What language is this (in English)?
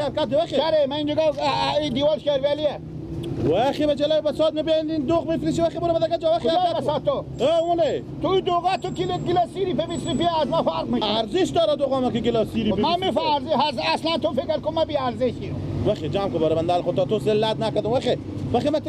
Persian